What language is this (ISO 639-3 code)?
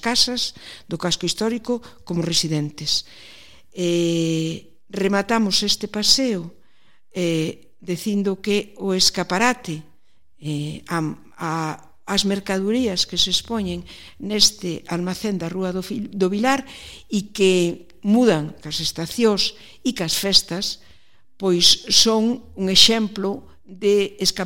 glg